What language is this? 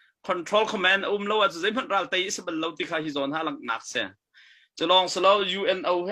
Hakha Chin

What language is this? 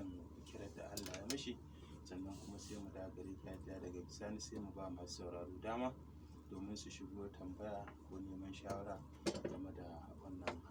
Hausa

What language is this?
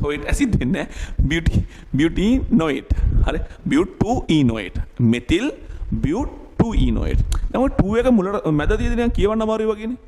Sinhala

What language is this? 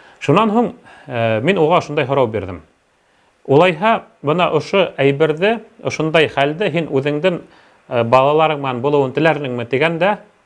Bashkir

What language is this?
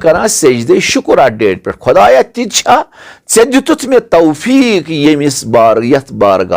Kashmiri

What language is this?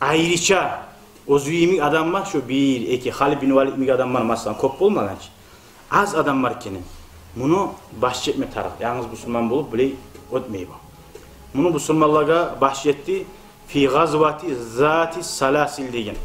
Kumyk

